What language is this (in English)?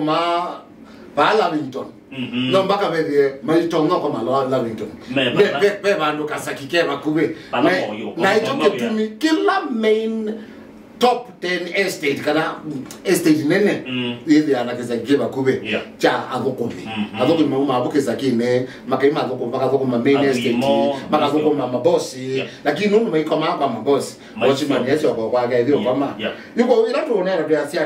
Kamba